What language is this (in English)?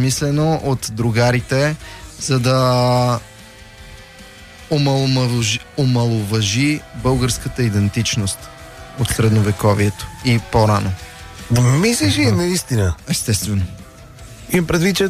Bulgarian